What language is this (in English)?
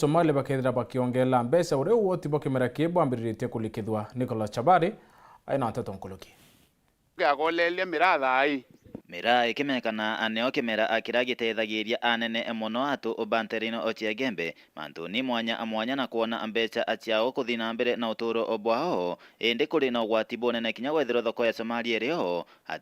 Meru